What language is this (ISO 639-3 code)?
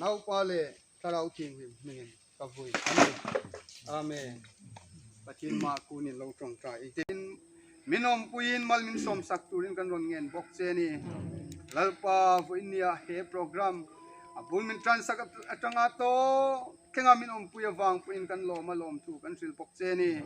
hmr